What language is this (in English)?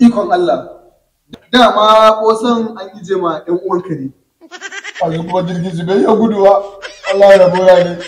Hausa